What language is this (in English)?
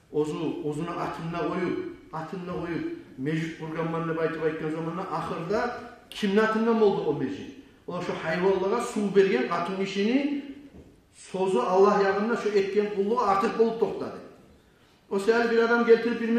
Kumyk